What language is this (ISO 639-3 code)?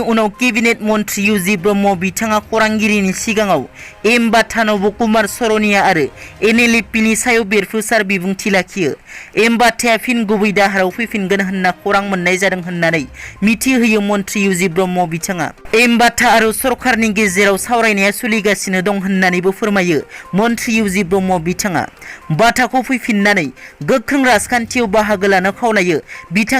brx